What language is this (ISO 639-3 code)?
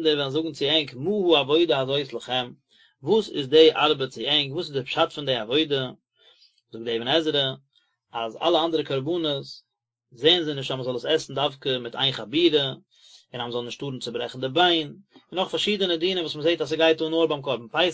yid